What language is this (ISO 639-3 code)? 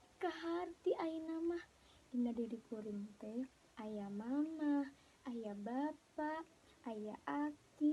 sun